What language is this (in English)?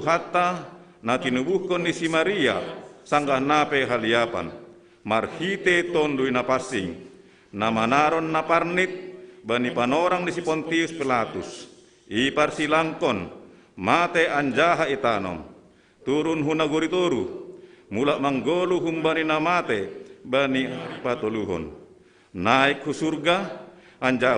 Batak Simalungun